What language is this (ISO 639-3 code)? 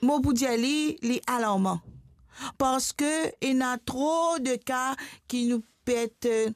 mfe